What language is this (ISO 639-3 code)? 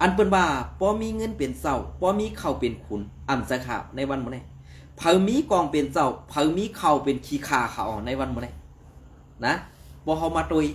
shn